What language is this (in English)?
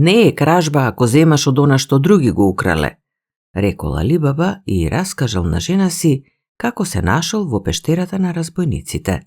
Macedonian